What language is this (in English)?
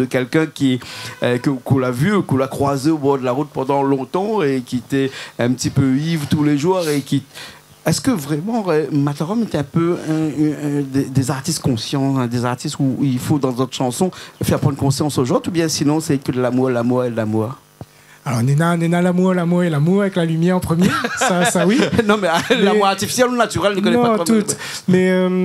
Réunion Creole French